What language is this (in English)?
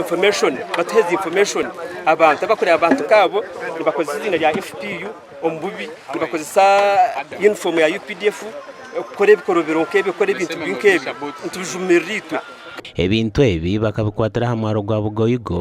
Nyankole